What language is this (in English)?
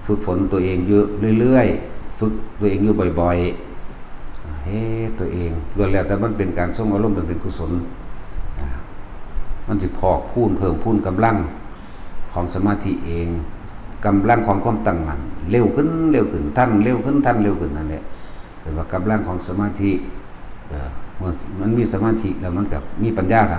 Northeastern Thai